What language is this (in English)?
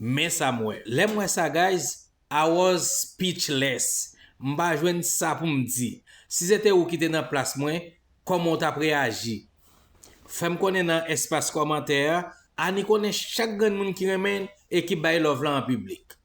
Haitian Creole